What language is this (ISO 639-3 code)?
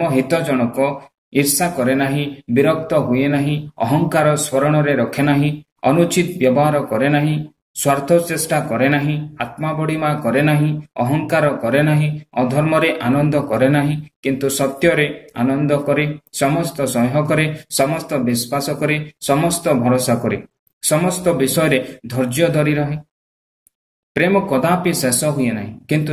ori